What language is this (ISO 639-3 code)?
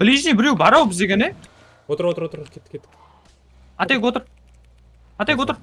kaa